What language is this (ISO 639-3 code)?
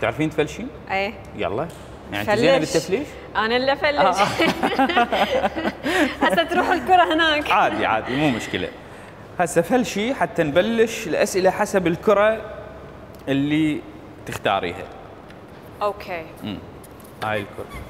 acm